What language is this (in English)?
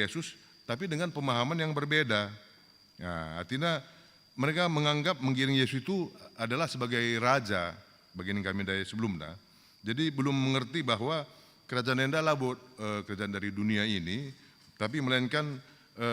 Batak Karo